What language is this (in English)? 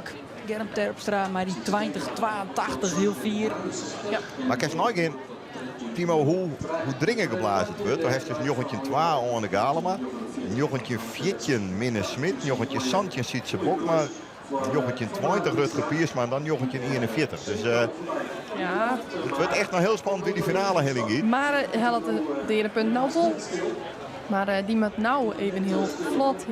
Western Frisian